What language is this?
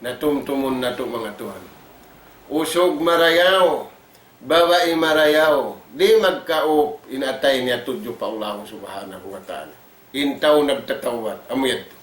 Tausug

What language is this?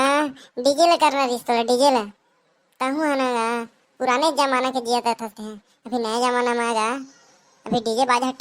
Chhattisgarhi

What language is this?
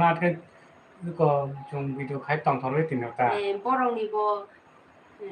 Kok Borok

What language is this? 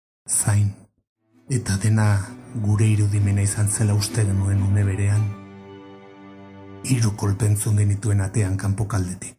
Basque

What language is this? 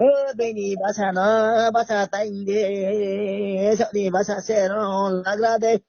Riang (India)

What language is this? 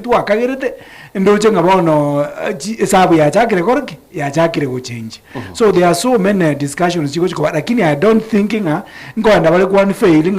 Gusii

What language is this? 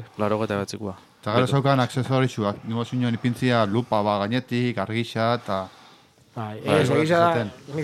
Basque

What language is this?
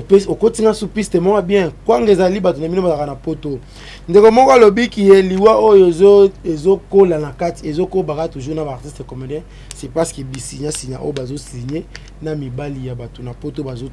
Lingala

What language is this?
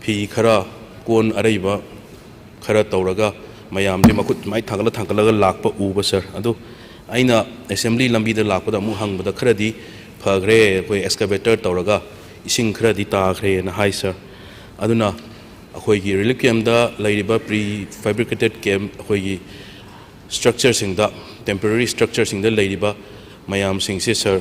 Manipuri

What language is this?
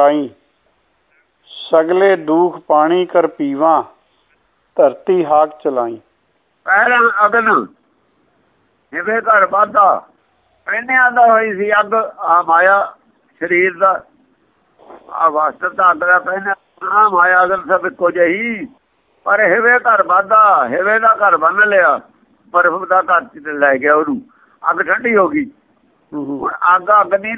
Punjabi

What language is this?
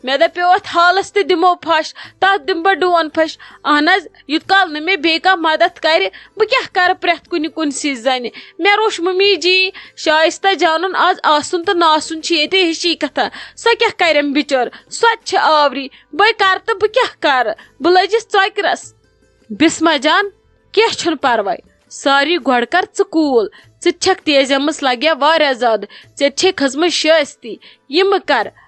Kashmiri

